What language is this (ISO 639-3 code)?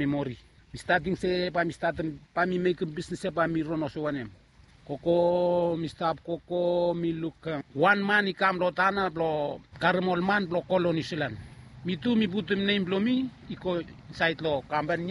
bis